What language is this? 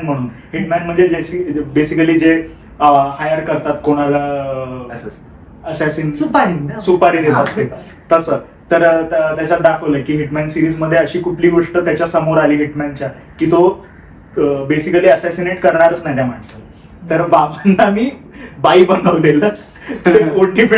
Marathi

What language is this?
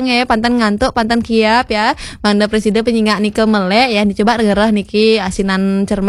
Balinese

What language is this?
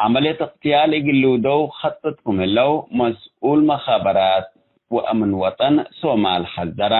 Tigre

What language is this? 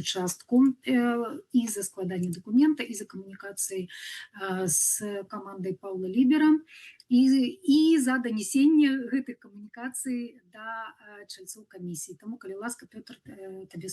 Belarusian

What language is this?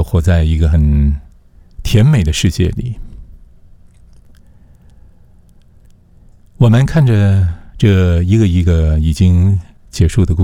Chinese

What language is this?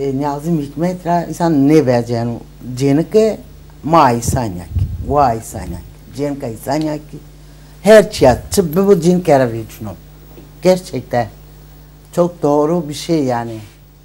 Zaza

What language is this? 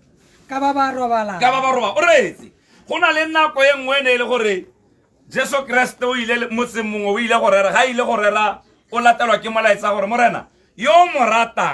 Tswana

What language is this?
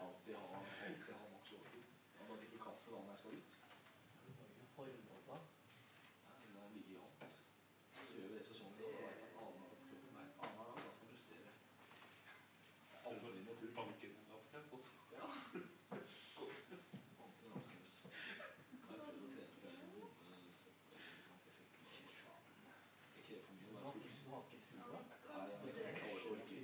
Norwegian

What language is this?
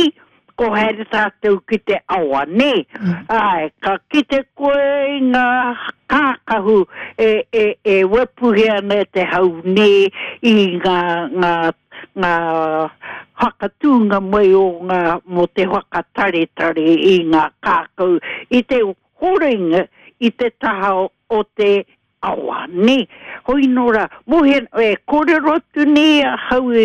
Māori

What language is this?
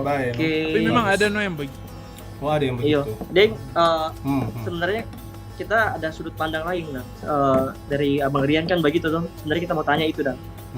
Manado Malay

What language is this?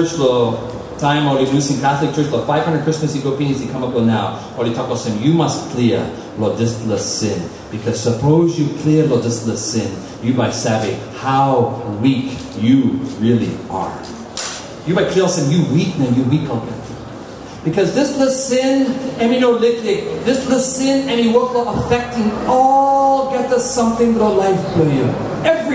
Tok Pisin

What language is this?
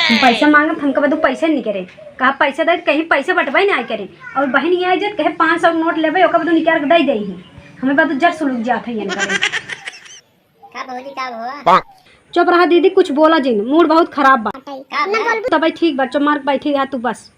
Awadhi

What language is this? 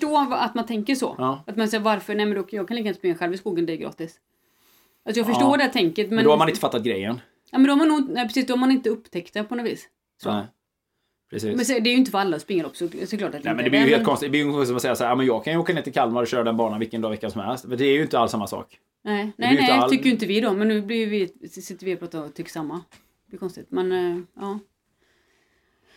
Swedish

